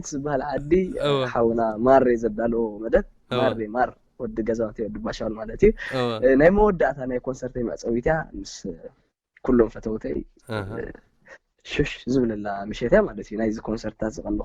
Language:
Tigrinya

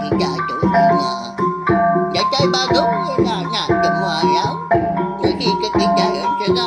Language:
Iban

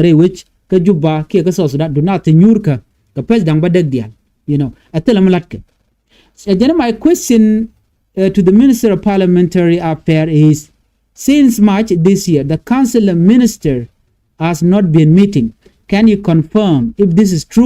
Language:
Nuer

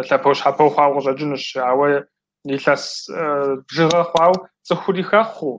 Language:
Kabardian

